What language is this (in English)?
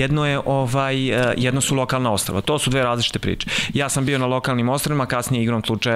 Serbian